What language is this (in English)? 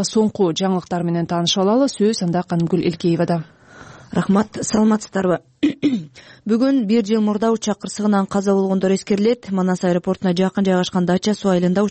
Kyrgyz